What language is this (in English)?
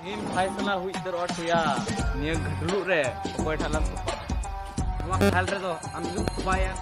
Santali